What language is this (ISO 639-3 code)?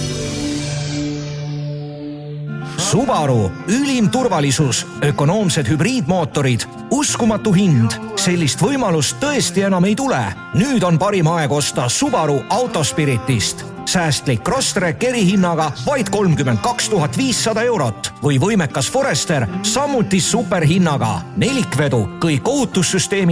est